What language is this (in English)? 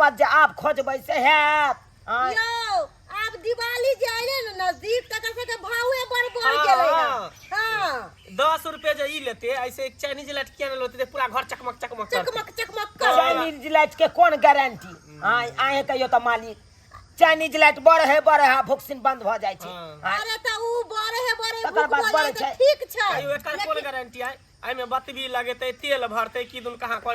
Maithili